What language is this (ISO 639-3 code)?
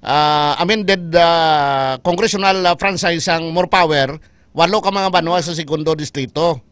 hil